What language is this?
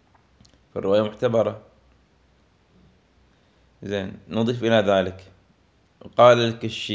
Arabic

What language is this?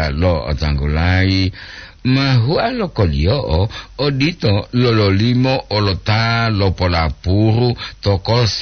Gorontalo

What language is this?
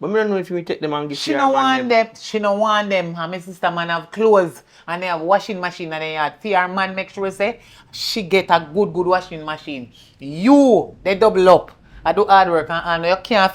Jamaican Creole English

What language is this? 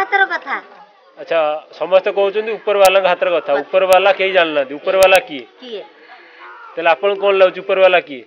Odia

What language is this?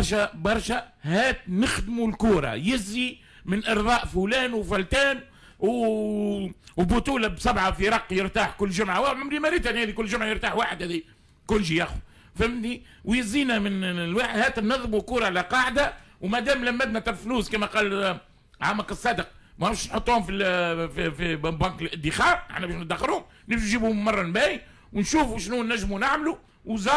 Tunisian Arabic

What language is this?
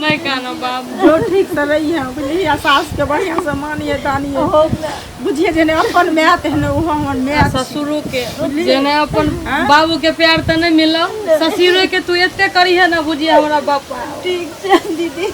Maithili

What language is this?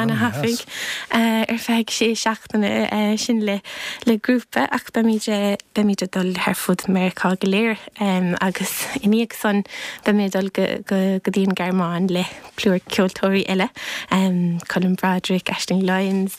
Irish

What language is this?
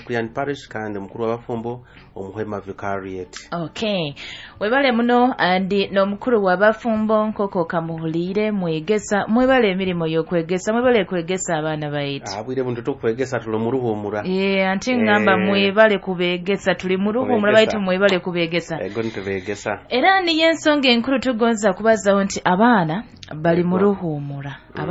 Nyoro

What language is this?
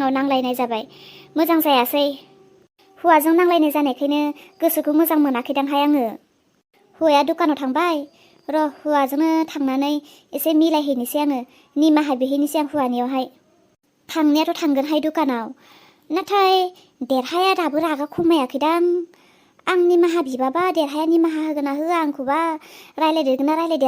Bodo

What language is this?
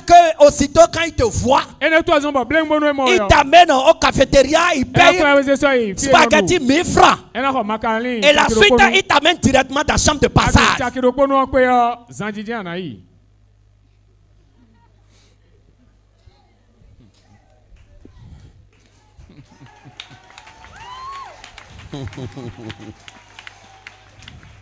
French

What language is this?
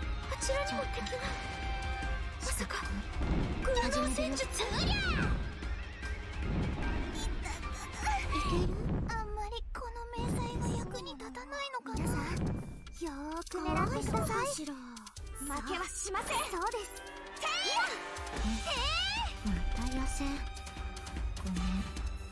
Japanese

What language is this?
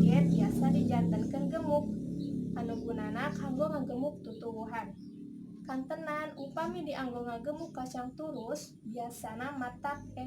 Sundanese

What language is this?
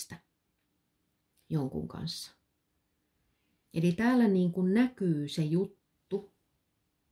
Finnish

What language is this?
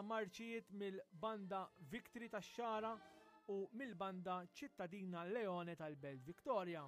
Maltese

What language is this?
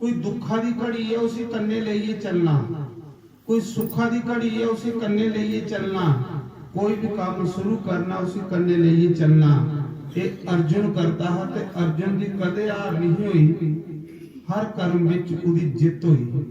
Dogri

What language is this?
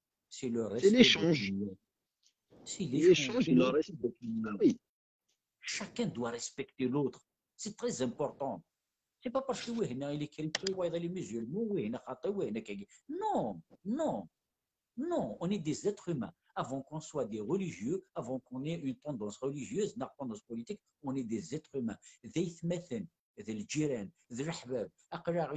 Kabyle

